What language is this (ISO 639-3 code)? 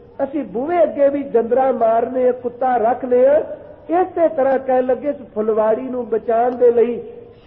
pan